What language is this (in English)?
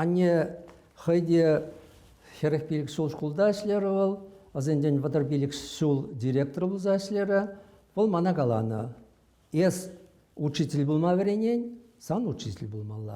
Chuvash